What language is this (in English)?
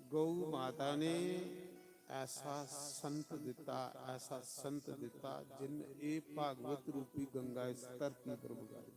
Dogri